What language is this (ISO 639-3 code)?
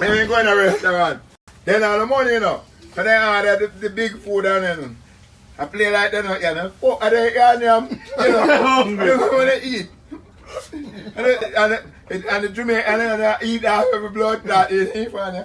jam